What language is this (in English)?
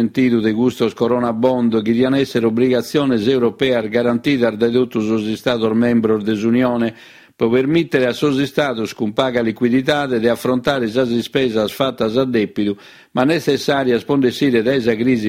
Sardinian